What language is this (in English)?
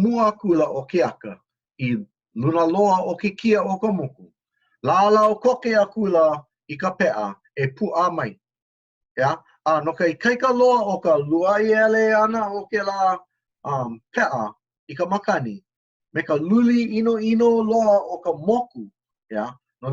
Hawaiian